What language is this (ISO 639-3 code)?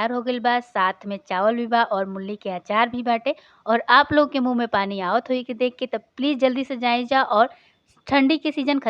bho